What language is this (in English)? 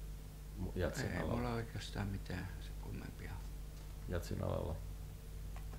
Finnish